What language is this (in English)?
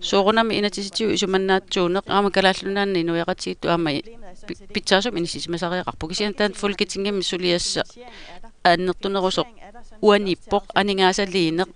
Kalaallisut